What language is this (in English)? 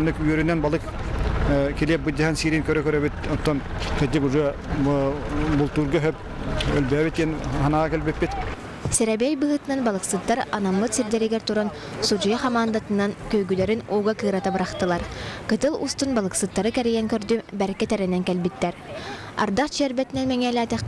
Yakut